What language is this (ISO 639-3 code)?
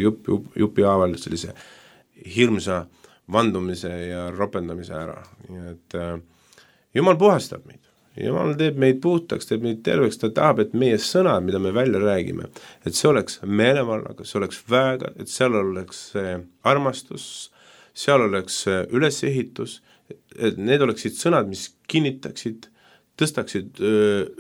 est